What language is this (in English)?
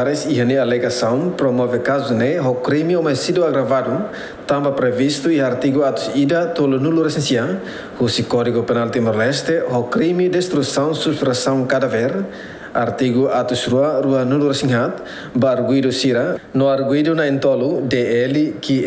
Tetum